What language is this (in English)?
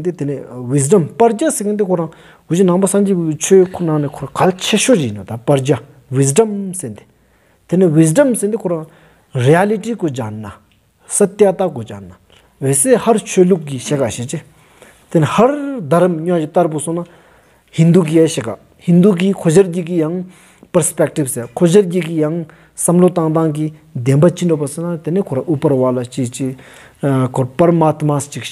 Stod Bhoti